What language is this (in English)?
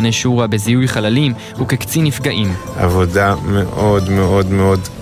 Hebrew